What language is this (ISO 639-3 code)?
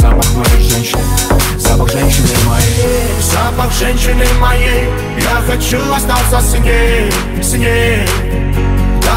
rus